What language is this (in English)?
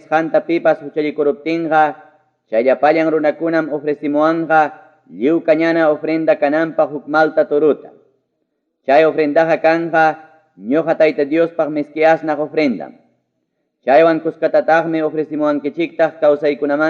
Ayacucho Quechua